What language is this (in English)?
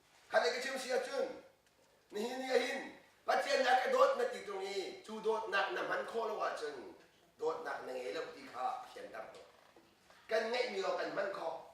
Hakha Chin